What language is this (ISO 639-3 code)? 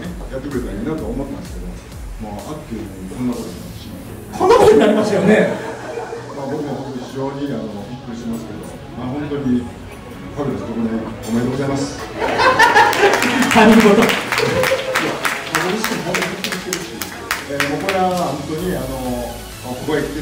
jpn